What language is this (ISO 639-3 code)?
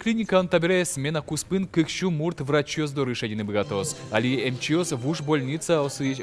udm